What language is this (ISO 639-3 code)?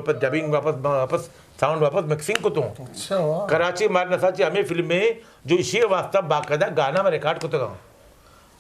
bgp